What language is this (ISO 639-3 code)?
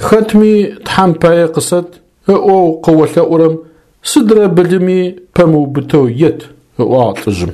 ady